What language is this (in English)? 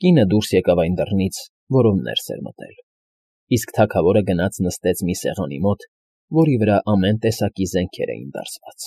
Armenian